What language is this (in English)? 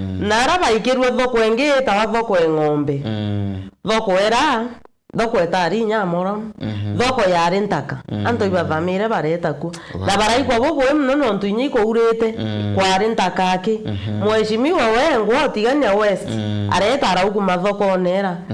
Meru